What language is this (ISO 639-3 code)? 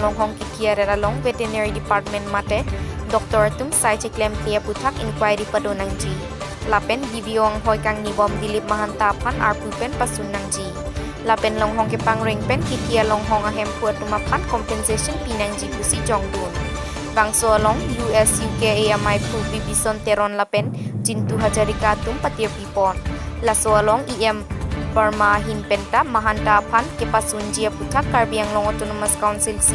mjw